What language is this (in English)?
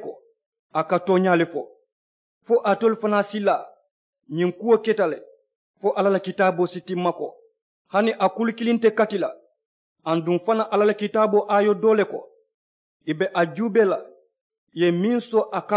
Mandingo